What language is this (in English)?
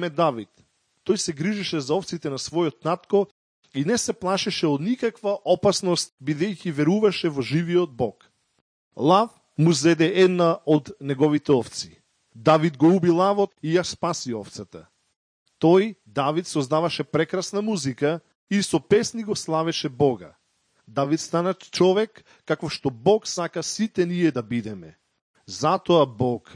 Macedonian